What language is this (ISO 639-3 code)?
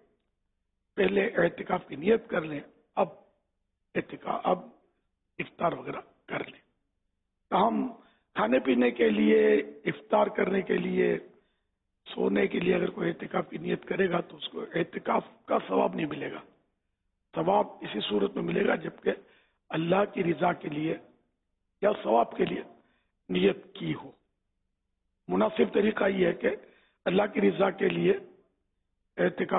urd